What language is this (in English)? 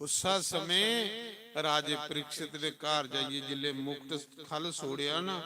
Dogri